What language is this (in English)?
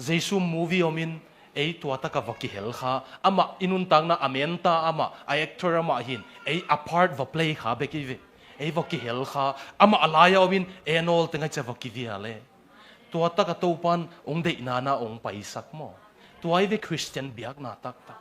Tedim Chin